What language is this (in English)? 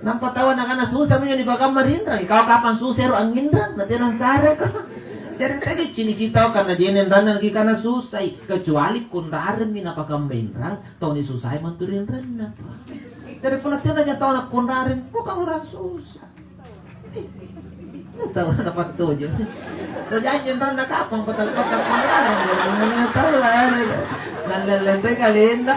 Makasar